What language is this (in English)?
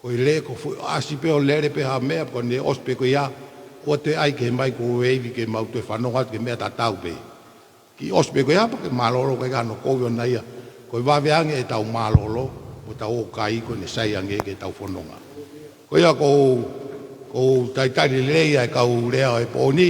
Tongan